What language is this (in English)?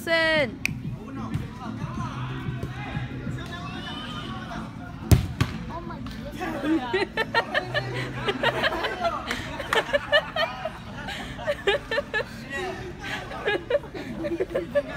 English